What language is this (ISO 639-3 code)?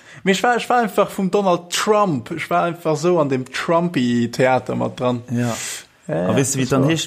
ltz